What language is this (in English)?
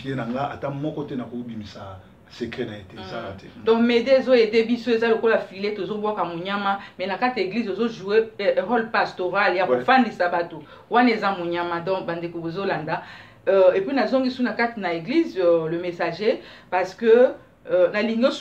Lingala